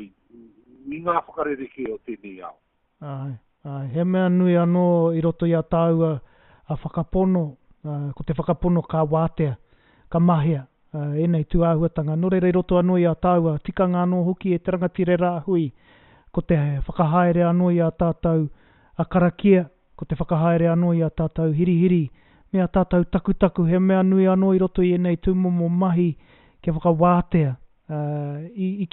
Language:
Māori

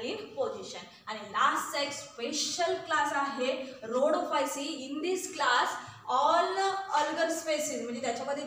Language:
Marathi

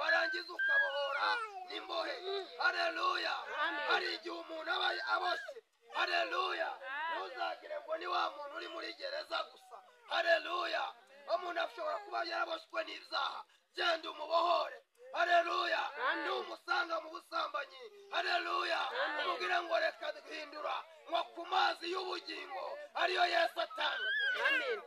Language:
Kinyarwanda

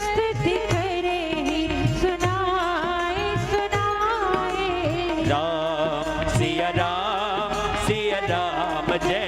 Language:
Chhattisgarhi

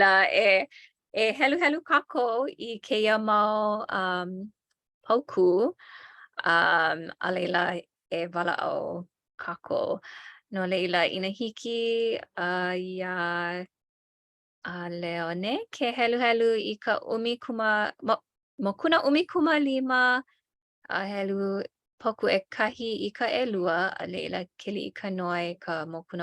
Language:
Hawaiian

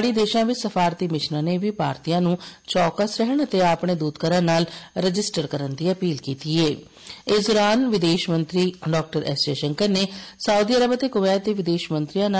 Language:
Punjabi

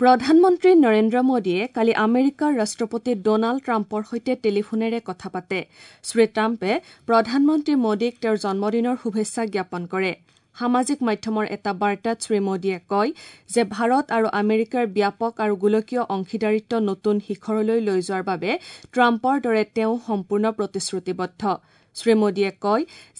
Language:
Assamese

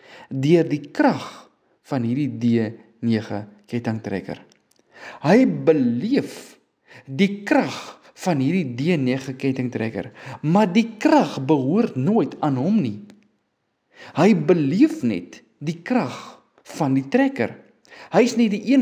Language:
Afrikaans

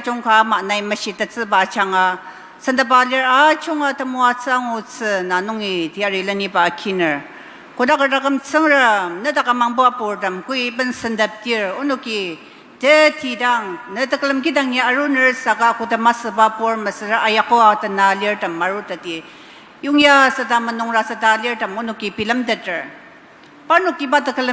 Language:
Ao Naga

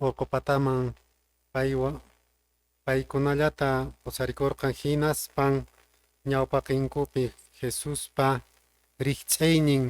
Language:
Quechua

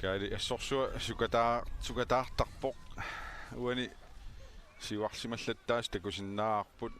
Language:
Kalaallisut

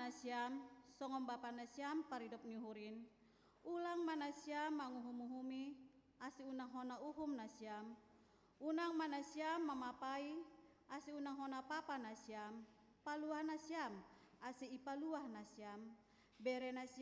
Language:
Batak Simalungun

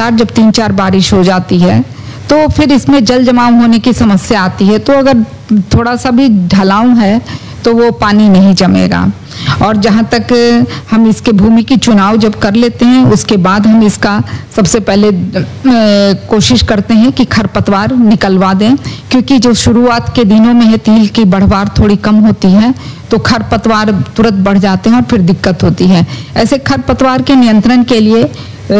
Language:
Hindi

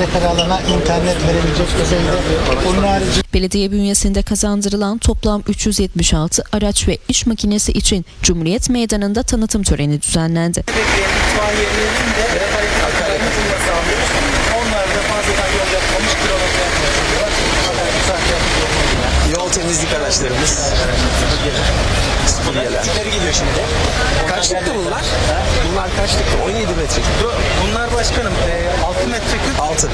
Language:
Turkish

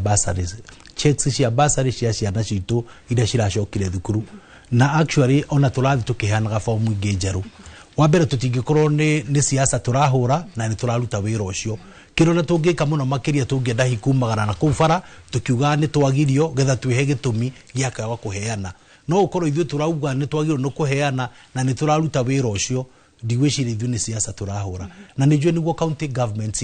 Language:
Kikuyu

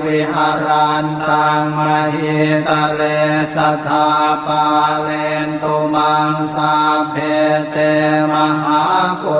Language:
Pali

